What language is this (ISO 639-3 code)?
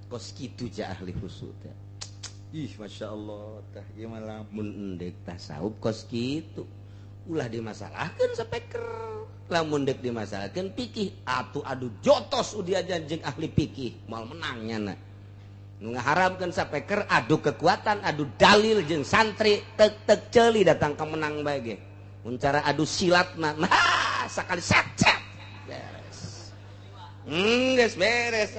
sun